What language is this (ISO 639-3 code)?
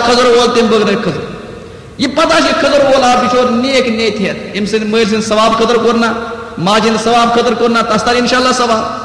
kas